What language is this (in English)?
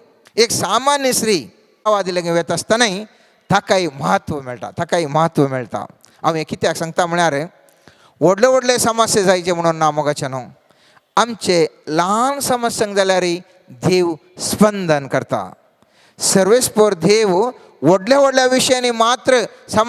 Konkani